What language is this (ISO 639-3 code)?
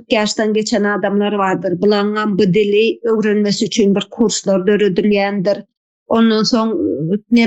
tuk